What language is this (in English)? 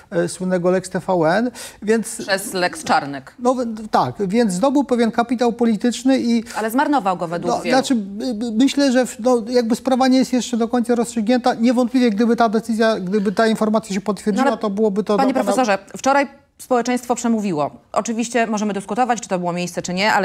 Polish